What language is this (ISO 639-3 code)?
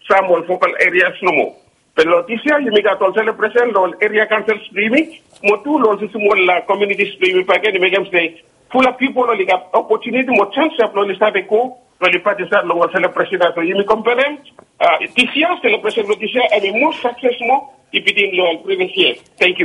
bis